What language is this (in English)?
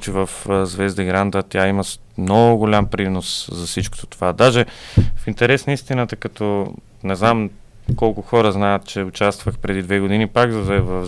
Bulgarian